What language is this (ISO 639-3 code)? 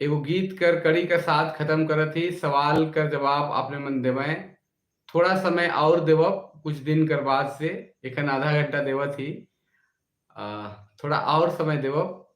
sck